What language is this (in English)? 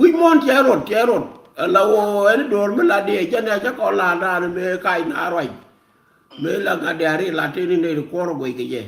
Nuer